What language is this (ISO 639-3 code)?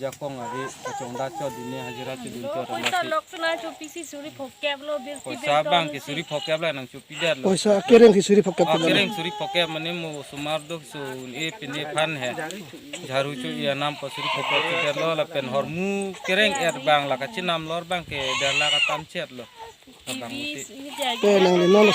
mjw